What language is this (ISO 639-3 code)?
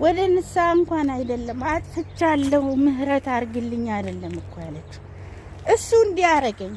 amh